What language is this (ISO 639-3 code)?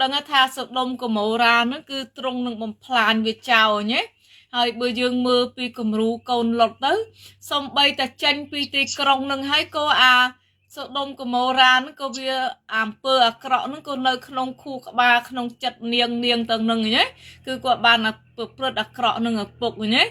khm